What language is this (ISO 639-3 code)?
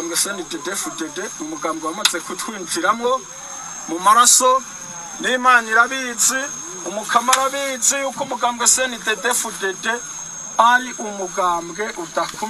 run